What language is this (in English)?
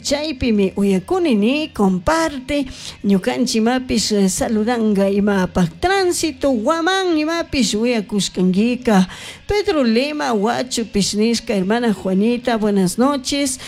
Chimborazo Highland Quichua